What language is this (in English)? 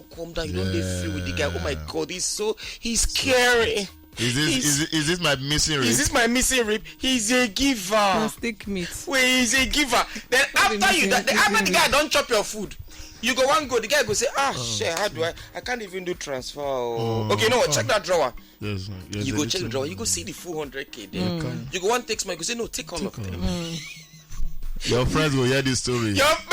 Nigerian Pidgin